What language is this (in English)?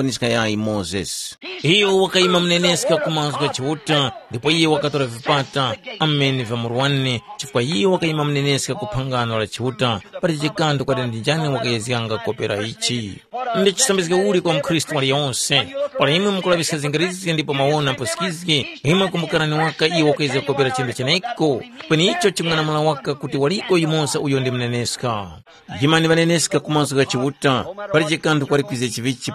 Tumbuka